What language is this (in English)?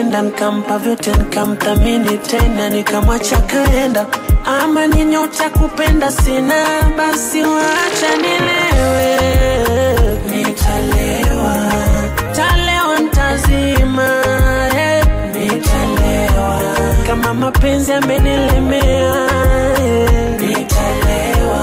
Swahili